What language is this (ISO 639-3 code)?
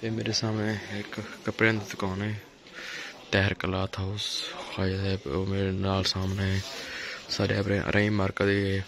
skr